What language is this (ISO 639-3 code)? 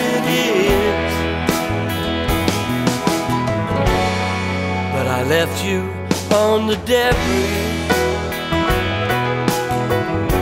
eng